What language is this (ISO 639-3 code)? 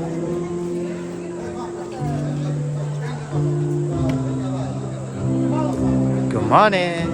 ksw